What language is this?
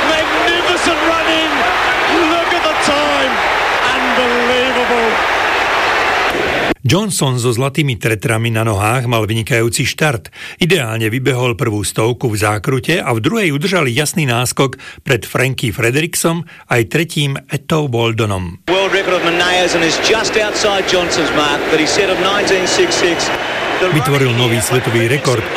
Slovak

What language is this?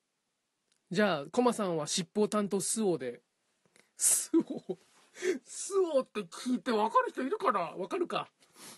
Japanese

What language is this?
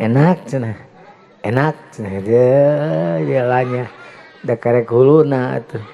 Sundanese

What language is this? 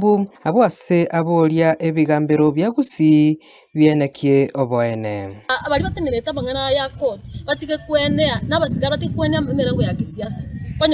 Gusii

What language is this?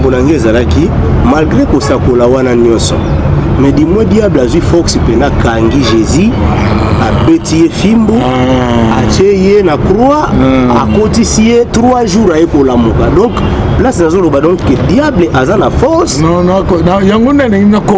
Lingala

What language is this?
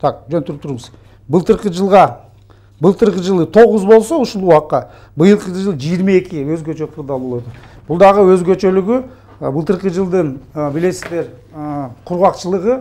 Kyrgyz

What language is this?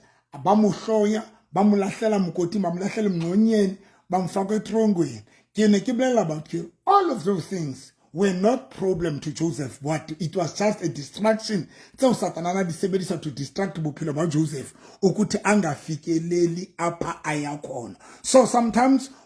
Southern Sotho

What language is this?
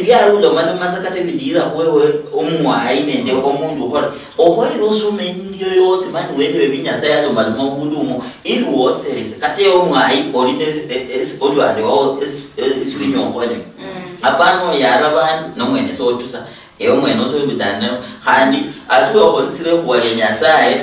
Luyia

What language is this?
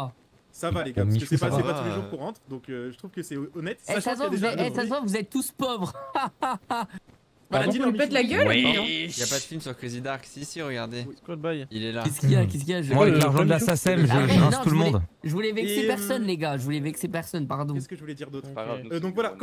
French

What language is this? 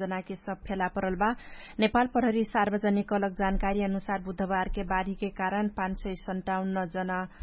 Dangaura Tharu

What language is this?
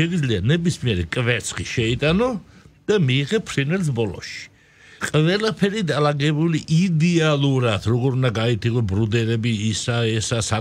Georgian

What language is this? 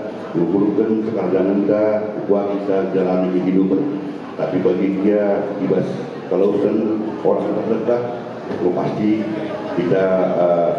Batak Karo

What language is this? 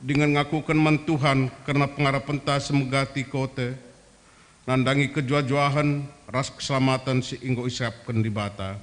Batak Karo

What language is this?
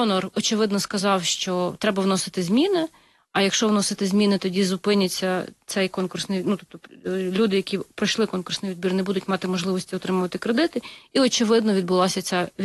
Ukrainian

